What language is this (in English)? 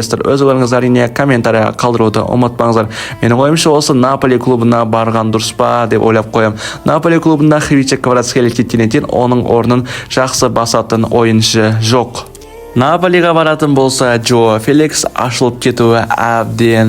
Kazakh